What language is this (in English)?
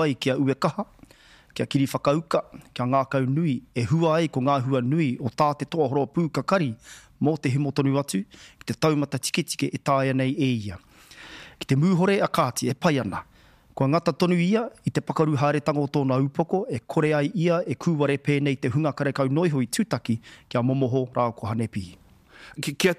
Māori